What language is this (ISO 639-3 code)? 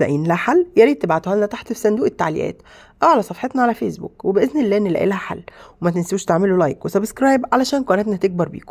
arz